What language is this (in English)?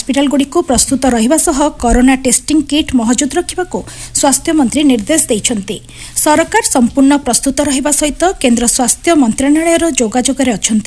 Odia